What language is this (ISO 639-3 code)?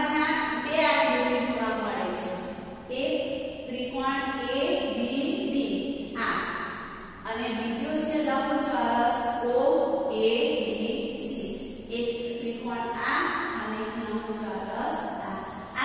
guj